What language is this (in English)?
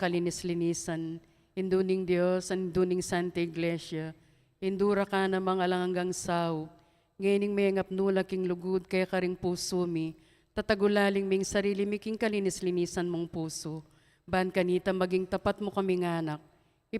Pampanga